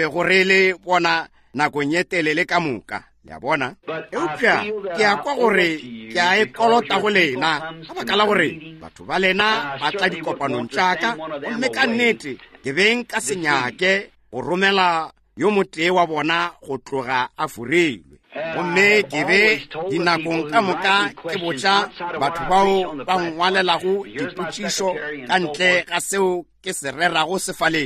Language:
Northern Sotho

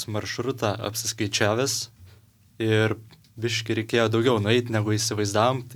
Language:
Lithuanian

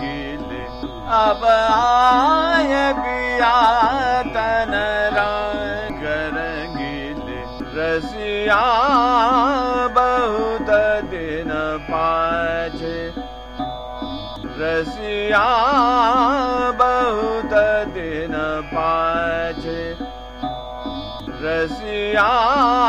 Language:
Hindi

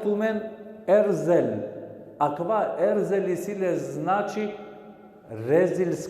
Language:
Balkan Romani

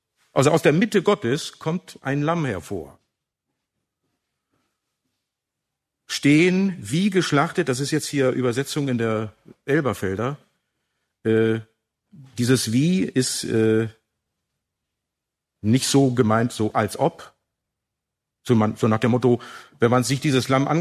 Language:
German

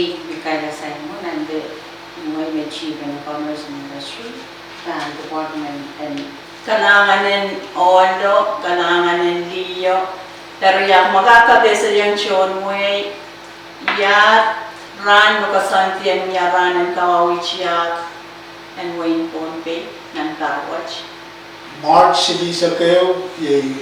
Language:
Pohnpeian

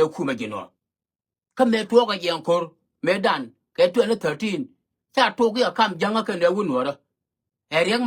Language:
Nuer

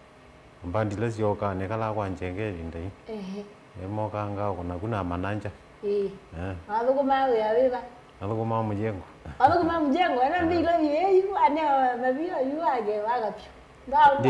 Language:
Kamba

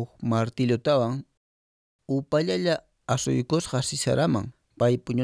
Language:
Quechua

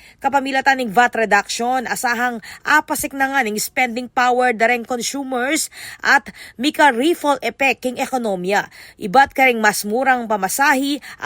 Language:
Pampanga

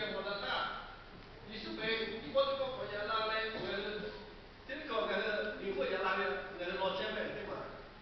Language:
Lahu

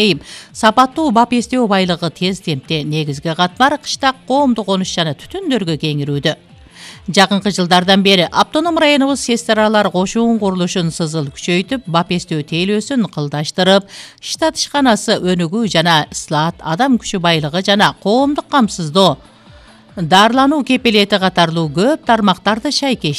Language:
Kyrgyz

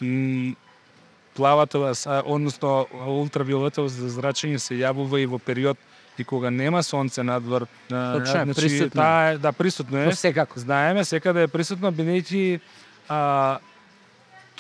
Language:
Macedonian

